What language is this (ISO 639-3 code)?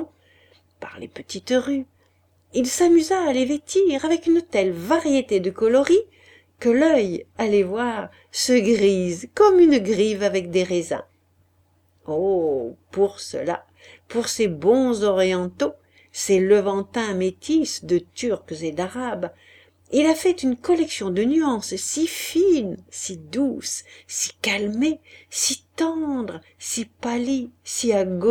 fra